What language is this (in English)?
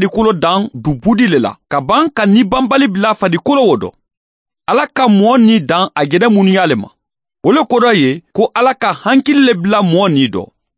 Mandingo